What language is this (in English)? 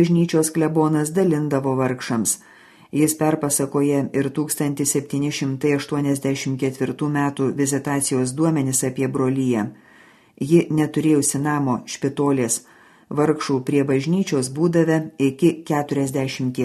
Lithuanian